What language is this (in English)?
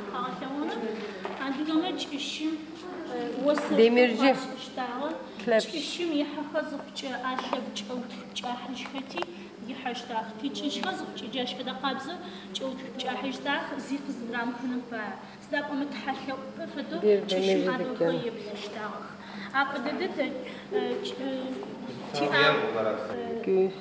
Adyghe